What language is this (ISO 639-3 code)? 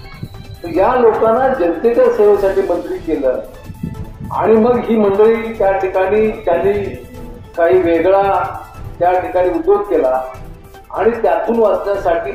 mar